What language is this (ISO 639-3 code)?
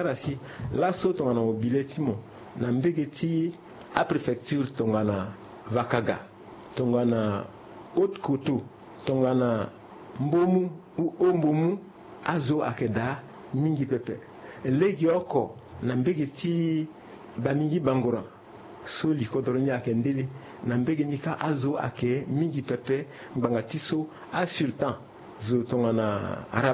sag